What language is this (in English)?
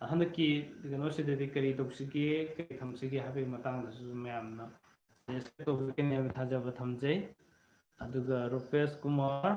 Manipuri